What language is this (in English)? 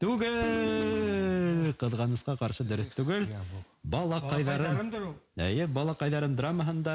Bashkir